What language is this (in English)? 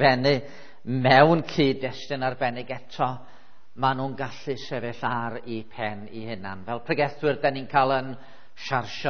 Welsh